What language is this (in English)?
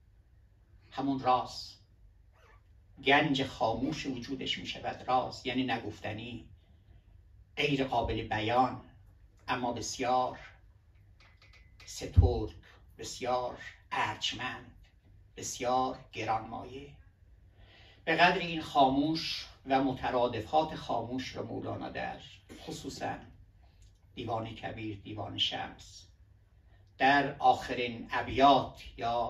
Persian